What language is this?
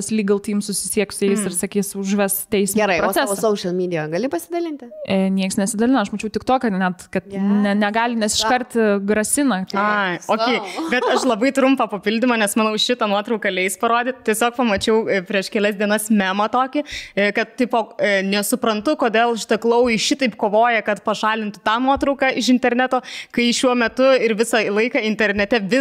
Lithuanian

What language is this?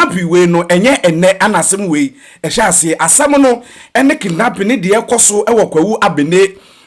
Akan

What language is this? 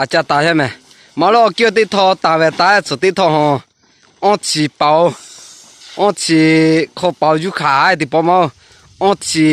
Lahu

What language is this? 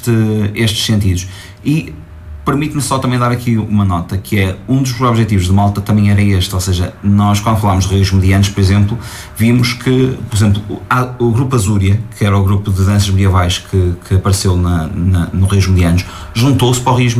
Portuguese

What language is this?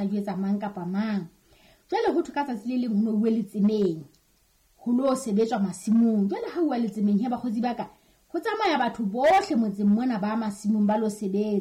Southern Sotho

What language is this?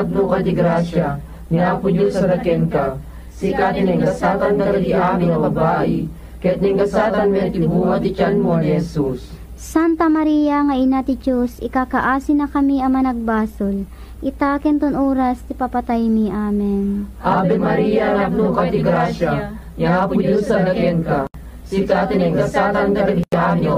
Iloko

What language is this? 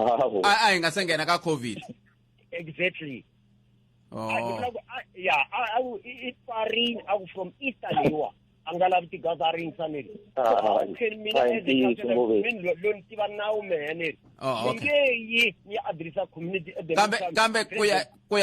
Tsonga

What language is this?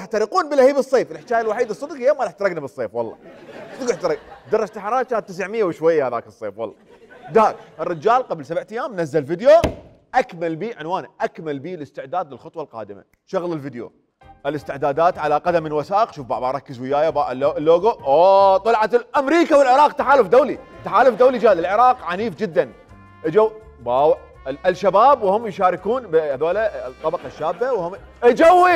Mesopotamian Arabic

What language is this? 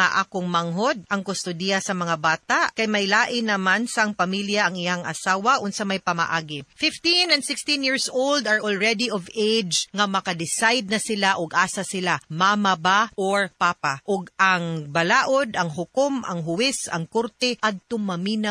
Cebuano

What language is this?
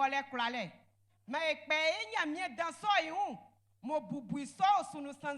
Baoulé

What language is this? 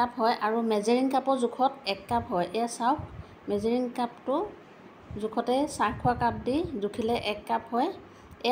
Assamese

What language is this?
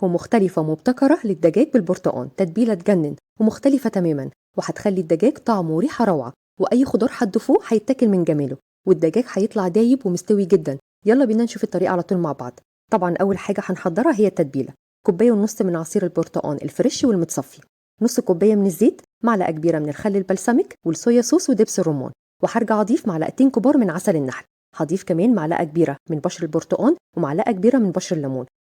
Egyptian Arabic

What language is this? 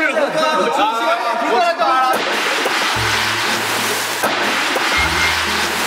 Korean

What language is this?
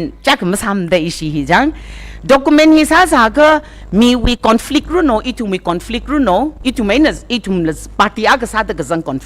Tangkhul Naga (India)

